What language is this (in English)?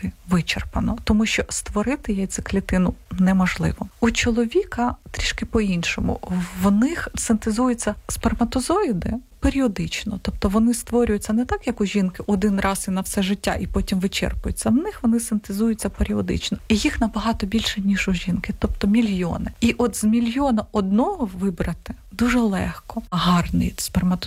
Ukrainian